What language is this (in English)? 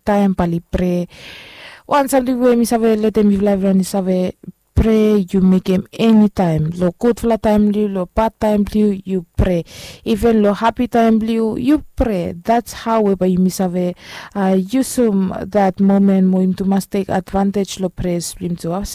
Bislama